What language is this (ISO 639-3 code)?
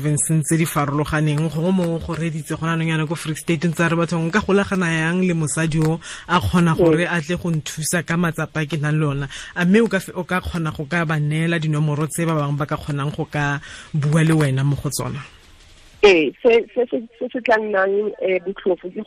tsn